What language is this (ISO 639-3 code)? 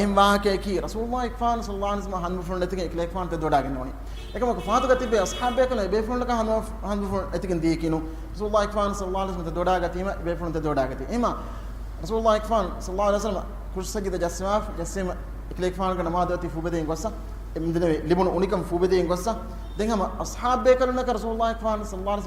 div